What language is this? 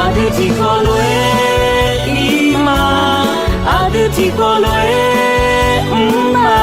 Akha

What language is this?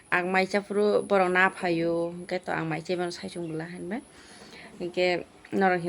Kok Borok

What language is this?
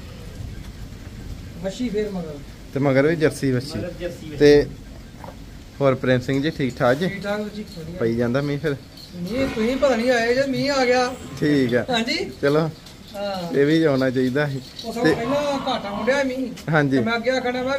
Punjabi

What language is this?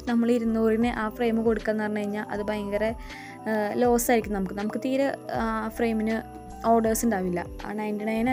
Malayalam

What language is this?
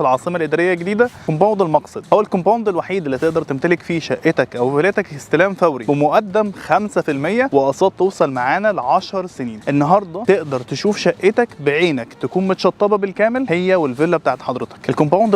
Egyptian Arabic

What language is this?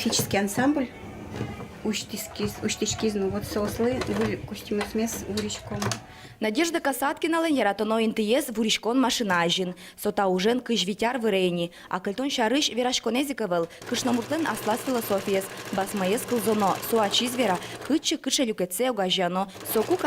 Udmurt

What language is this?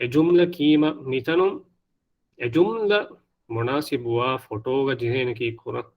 Divehi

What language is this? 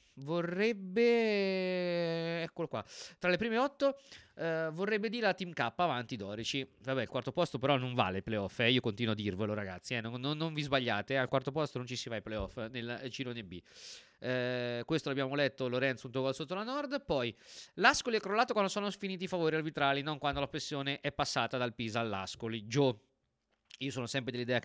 Italian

